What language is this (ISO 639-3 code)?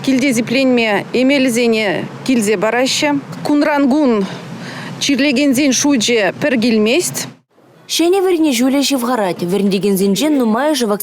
chv